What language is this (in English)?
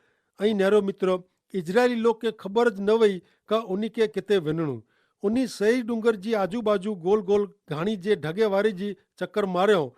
Kachhi